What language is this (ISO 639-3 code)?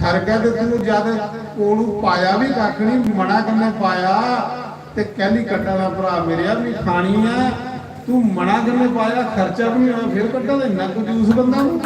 doi